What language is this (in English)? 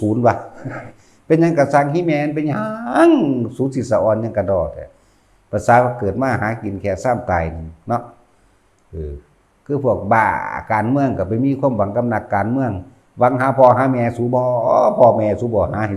Northeastern Thai